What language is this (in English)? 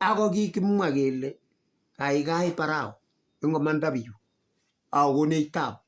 Kalenjin